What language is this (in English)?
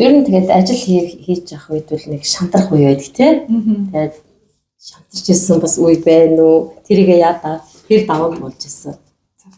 Mongolian